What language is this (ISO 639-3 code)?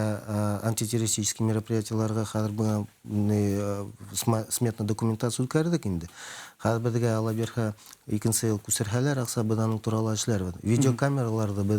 bak